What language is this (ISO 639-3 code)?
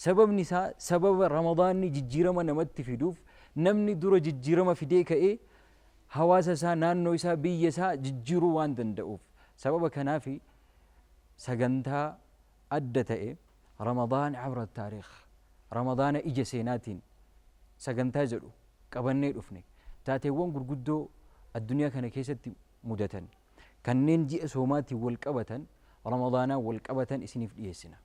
orm